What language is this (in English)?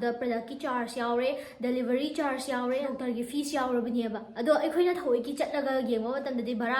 Manipuri